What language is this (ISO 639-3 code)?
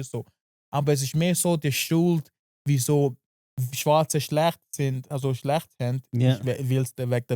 gsw